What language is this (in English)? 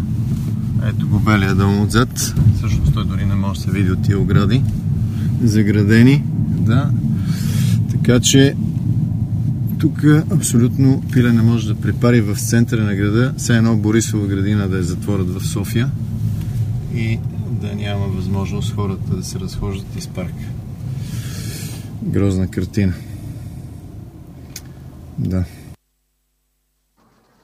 Bulgarian